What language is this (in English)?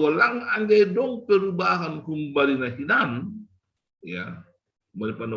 Batak Simalungun